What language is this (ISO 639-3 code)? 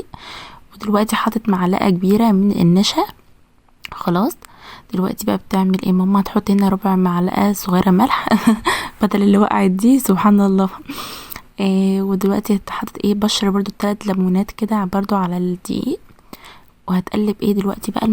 arz